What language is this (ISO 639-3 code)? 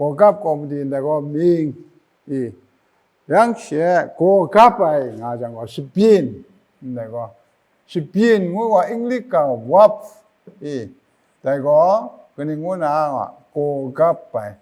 kac